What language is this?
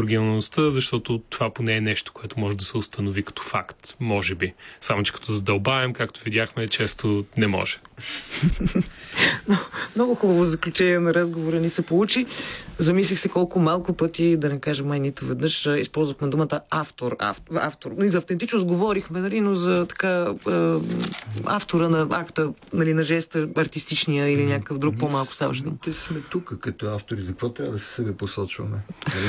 Bulgarian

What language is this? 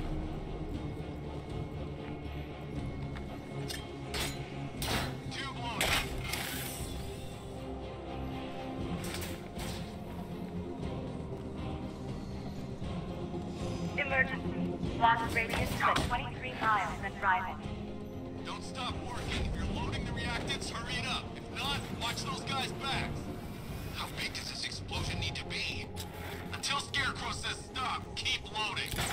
English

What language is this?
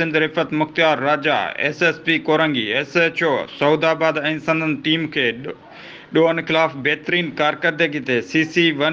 Sindhi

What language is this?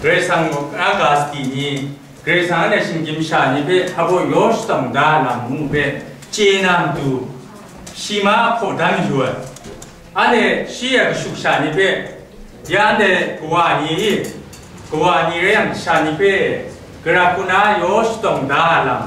Kachin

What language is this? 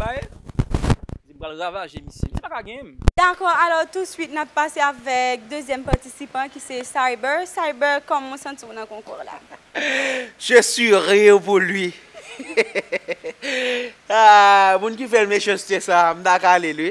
Haitian Creole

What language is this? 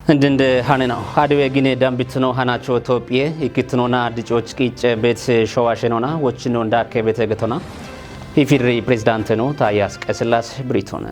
Kafa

